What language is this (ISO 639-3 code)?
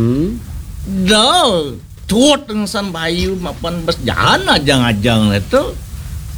ban